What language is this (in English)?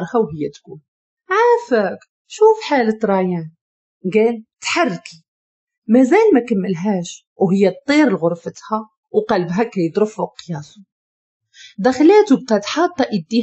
Moroccan Arabic